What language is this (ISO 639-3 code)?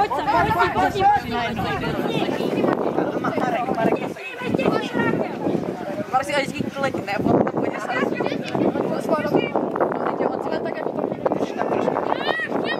ces